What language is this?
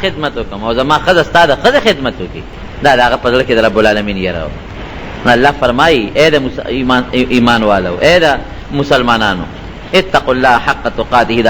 Pashto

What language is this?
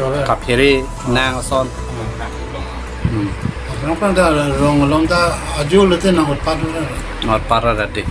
Karbi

